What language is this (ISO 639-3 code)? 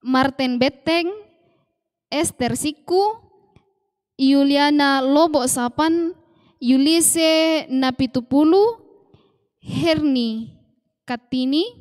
sda